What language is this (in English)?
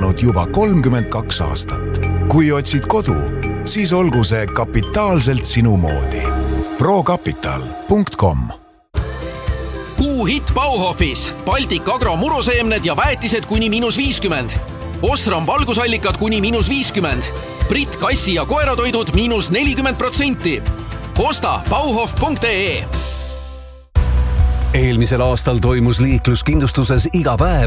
Estonian